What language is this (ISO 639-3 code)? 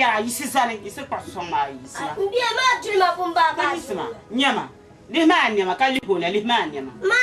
dag